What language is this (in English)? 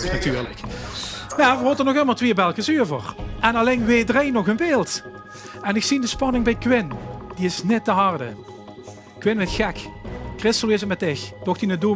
Limburgish